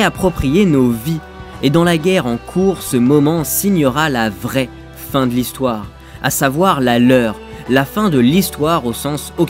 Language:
French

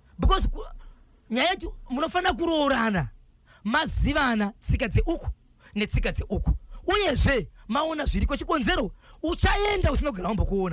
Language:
Shona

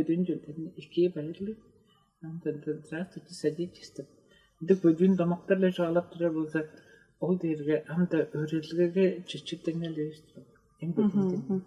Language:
Tuvinian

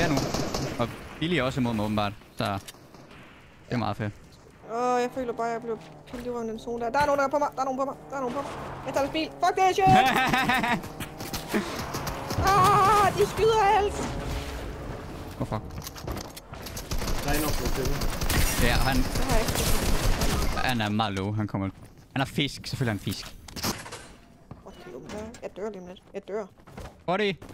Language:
Danish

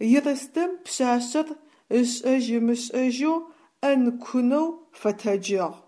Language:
Adyghe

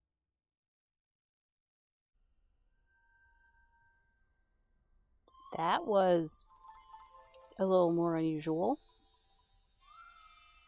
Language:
English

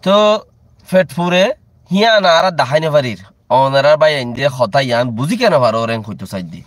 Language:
Rohingya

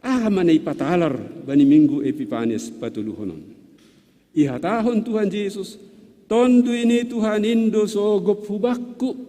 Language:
Batak Simalungun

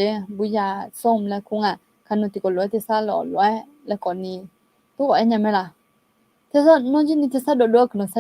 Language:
Akha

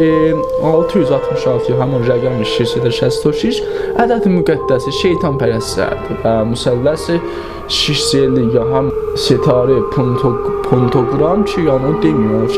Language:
South Azerbaijani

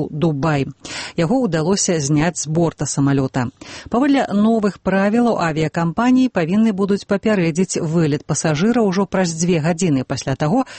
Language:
Belarusian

